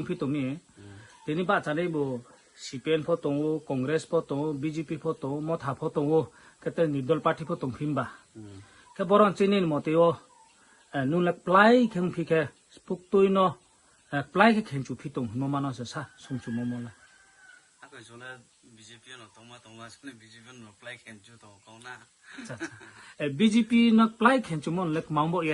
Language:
Riang (India)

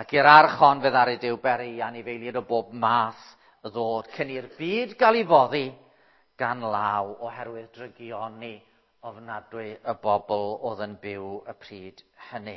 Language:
Welsh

